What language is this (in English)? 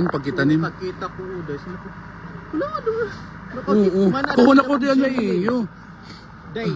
Waray